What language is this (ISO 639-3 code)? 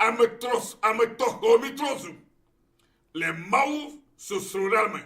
ewe